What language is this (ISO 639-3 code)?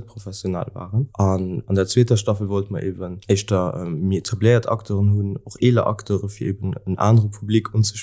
ltz